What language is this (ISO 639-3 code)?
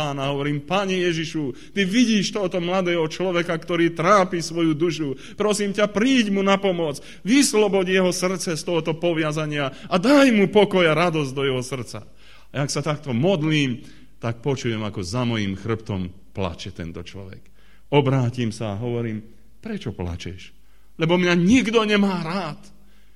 slk